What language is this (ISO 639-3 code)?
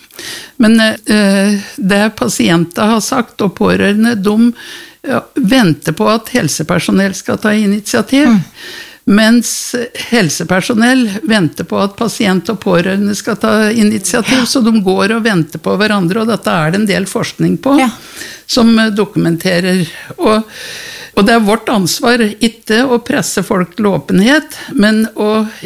nor